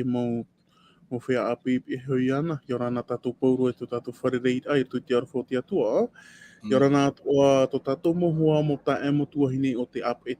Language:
Tahitian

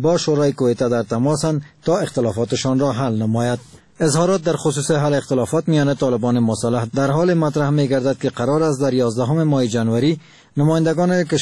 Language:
Persian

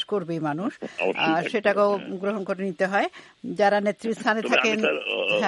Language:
Bangla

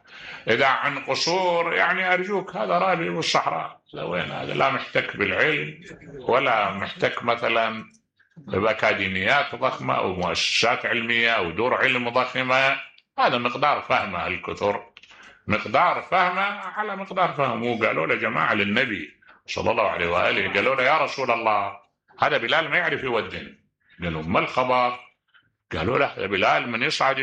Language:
Mesopotamian Arabic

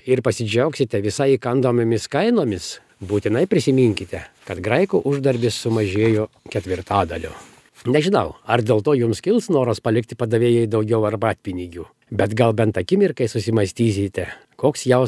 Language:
Lithuanian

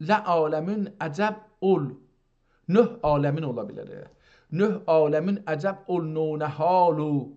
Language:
South Azerbaijani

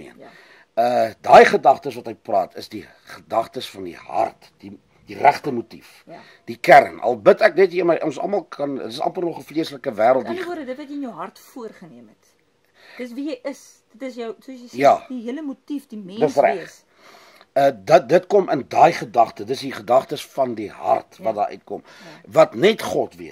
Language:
Afrikaans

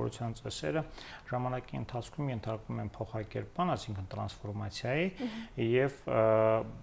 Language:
Armenian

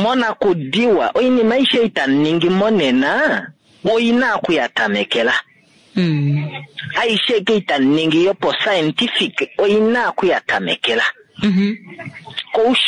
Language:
Kuanyama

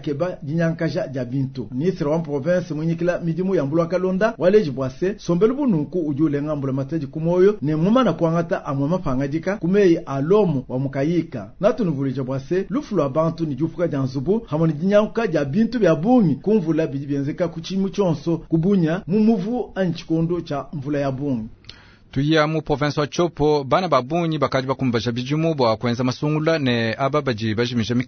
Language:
Luba-Lulua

